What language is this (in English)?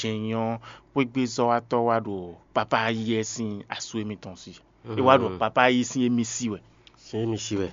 Fon